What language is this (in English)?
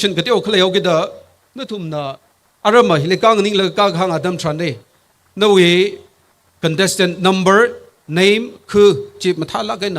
Tangkhul Naga (India)